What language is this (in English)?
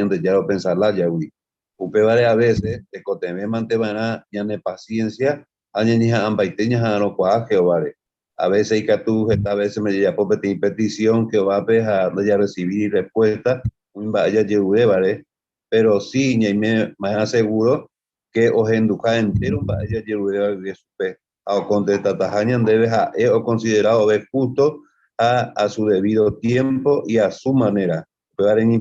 Guarani